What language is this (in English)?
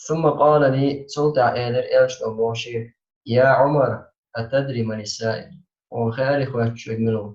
Chechen